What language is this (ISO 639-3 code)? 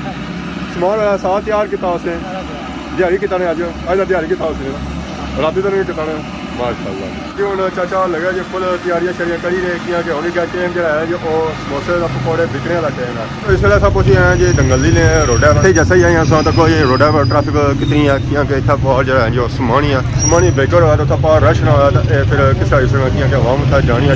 phr